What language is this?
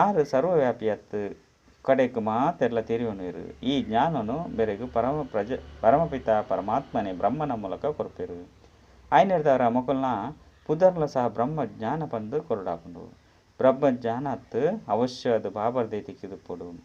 Tulu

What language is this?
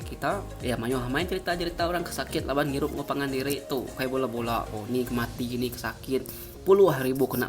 Iban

